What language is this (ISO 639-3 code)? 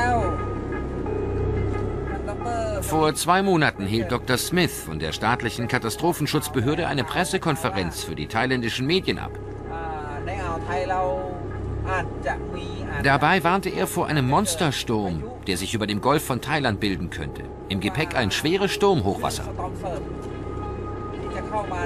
deu